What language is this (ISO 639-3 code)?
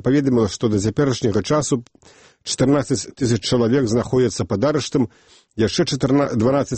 bel